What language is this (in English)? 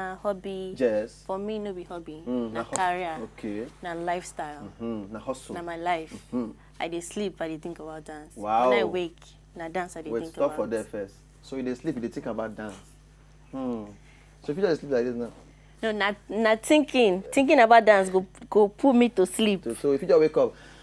Nigerian Pidgin